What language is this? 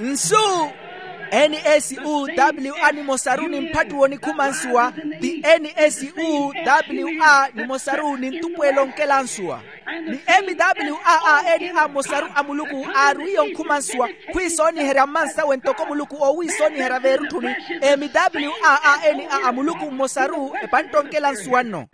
Makhuwa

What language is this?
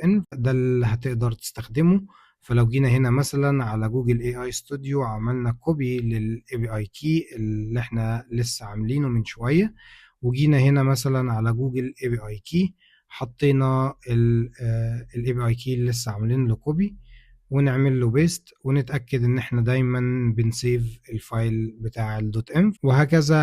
Egyptian Arabic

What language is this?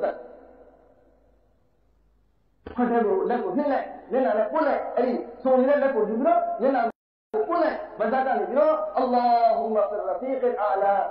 Burmese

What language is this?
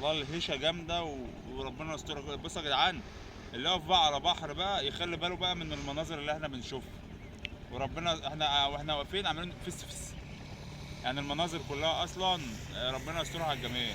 Egyptian Arabic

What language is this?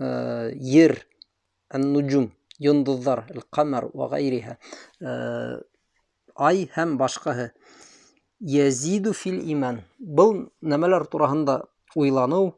Bashkir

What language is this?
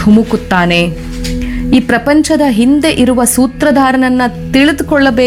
Kannada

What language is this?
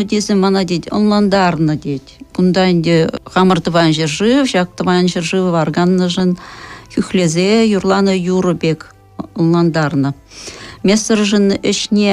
Chuvash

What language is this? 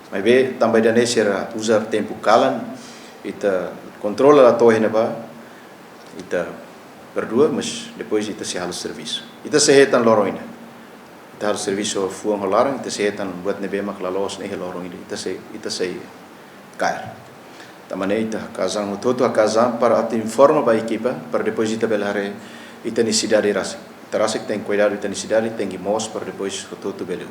Tetum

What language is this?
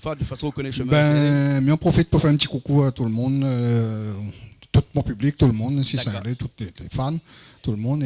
Réunion Creole French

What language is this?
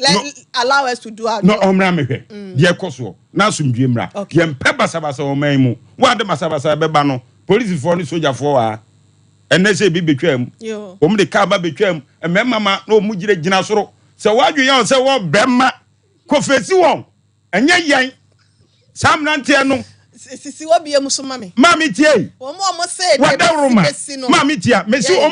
Akan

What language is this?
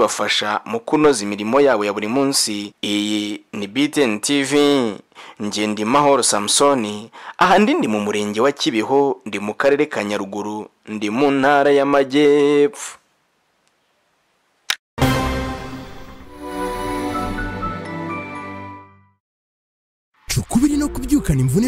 Kinyarwanda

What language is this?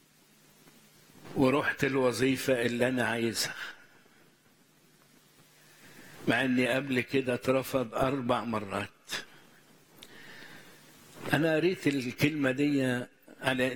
Egyptian Arabic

